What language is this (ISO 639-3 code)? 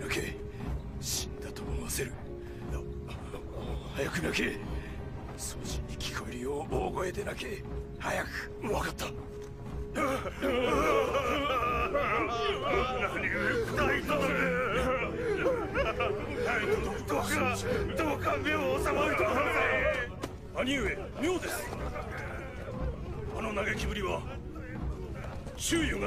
jpn